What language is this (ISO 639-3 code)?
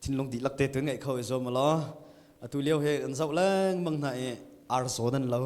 cnh